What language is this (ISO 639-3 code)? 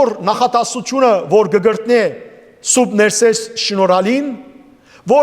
hyw